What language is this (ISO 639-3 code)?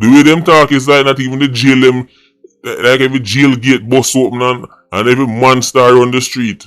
jam